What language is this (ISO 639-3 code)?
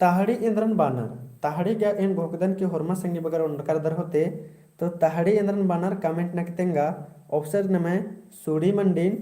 kru